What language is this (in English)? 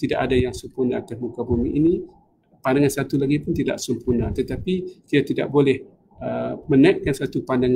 Malay